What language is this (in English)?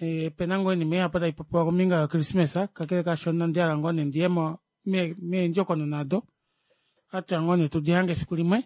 Kuanyama